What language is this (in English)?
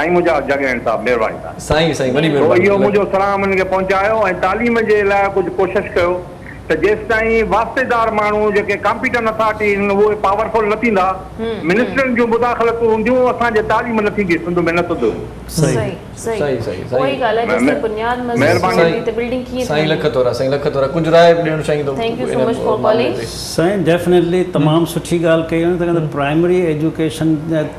Sindhi